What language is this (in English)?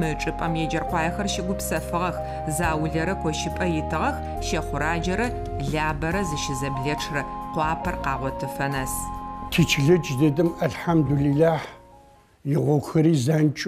Adyghe